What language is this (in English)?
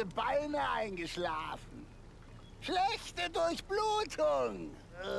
Bavarian